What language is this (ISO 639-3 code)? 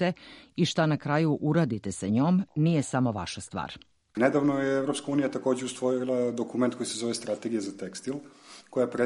srp